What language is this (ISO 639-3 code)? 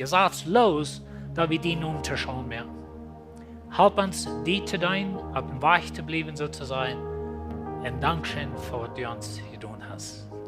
pdt